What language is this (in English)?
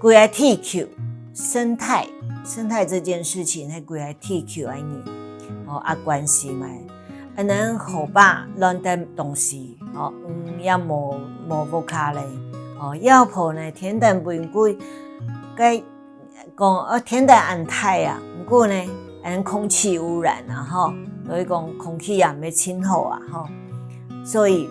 Hakka Chinese